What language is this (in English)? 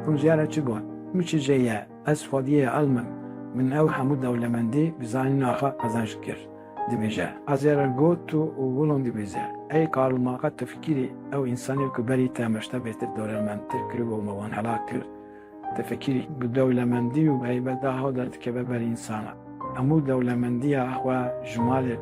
Kurdish